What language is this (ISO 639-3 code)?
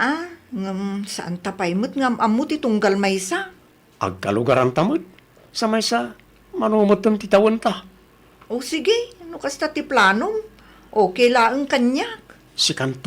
ilo